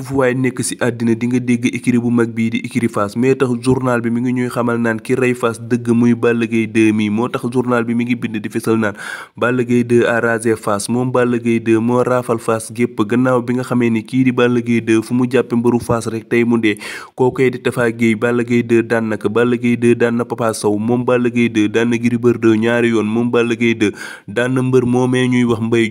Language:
Wolof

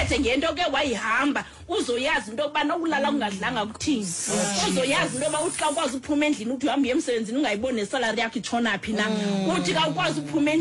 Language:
Xhosa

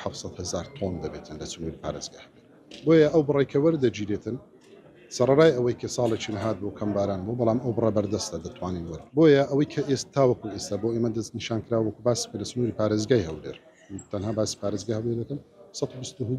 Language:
Central Kurdish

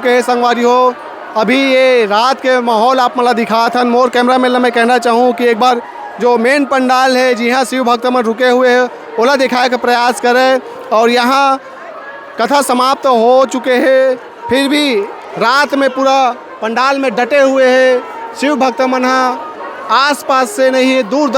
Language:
Chhattisgarhi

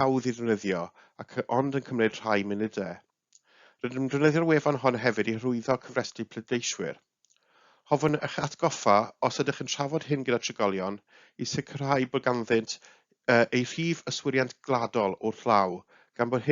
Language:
Welsh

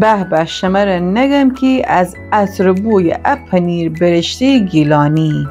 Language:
Gilaki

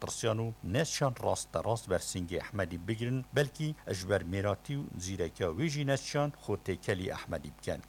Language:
Kurdish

